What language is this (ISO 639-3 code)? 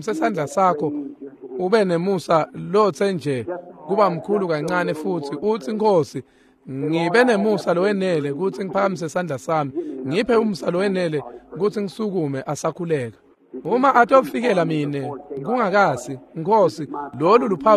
ssw